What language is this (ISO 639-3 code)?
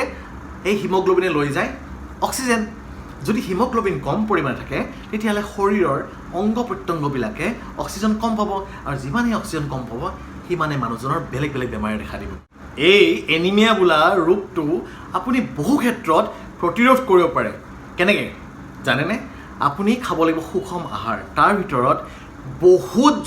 asm